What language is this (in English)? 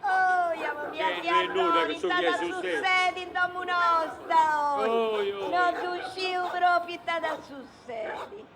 Sardinian